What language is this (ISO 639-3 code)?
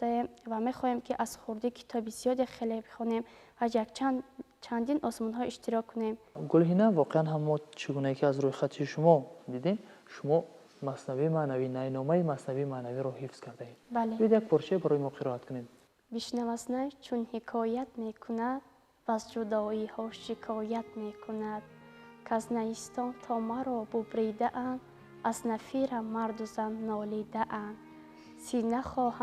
tgk